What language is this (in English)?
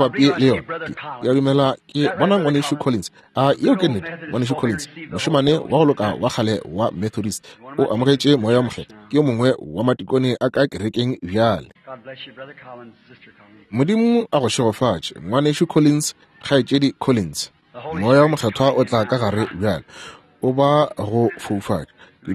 Northern Sotho